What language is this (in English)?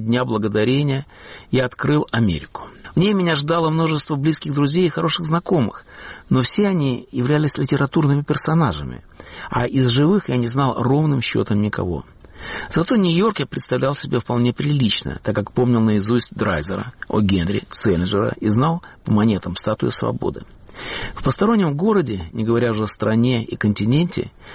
Russian